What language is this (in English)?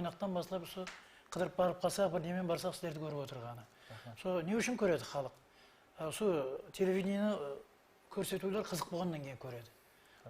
Kara-Kalpak